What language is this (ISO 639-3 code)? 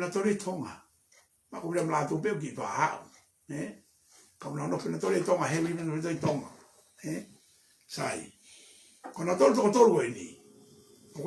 ton